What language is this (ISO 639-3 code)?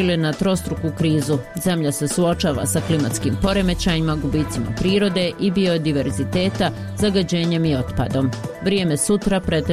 bos